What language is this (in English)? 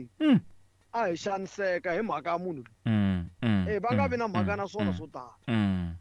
Tsonga